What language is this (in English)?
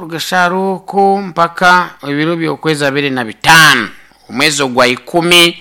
Nyankole